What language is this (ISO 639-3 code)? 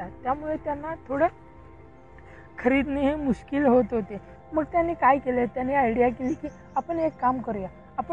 mar